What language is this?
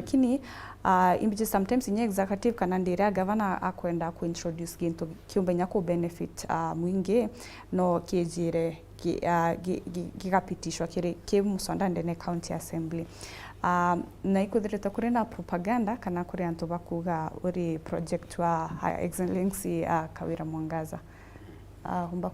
Meru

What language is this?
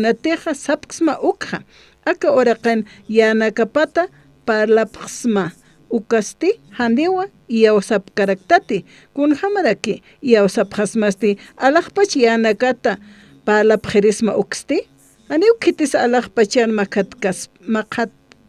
Aymara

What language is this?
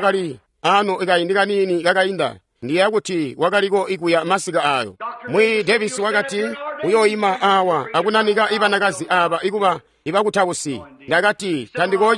Tonga (Zambia)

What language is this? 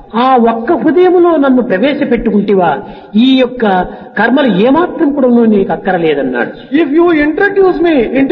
Telugu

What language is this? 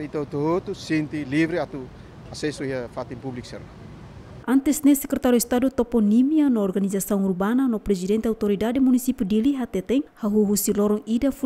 Tetum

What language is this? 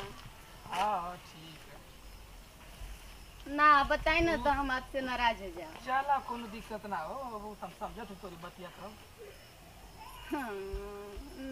Bhojpuri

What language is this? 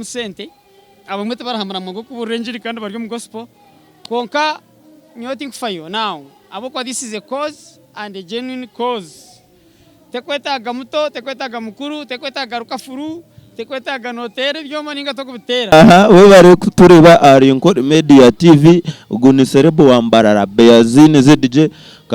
Nyankole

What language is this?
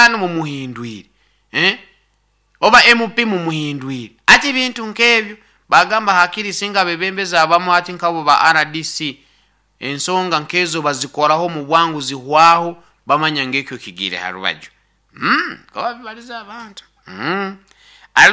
Nyoro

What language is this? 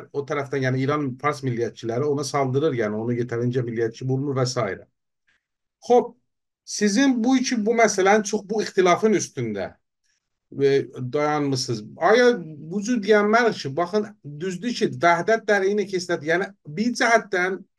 South Azerbaijani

